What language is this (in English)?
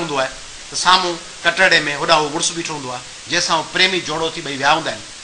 Sindhi